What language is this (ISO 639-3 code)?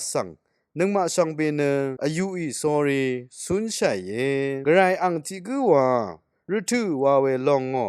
raw